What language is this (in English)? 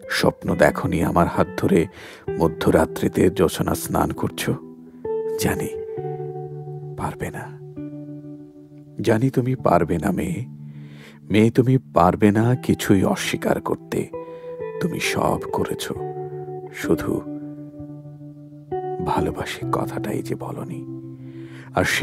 Bangla